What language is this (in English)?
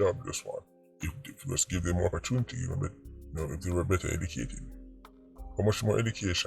Jamaican Creole English